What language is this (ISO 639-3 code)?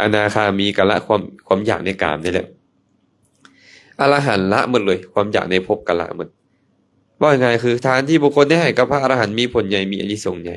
lao